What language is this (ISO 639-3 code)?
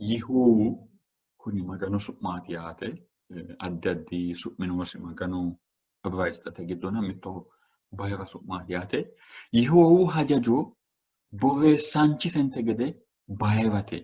sid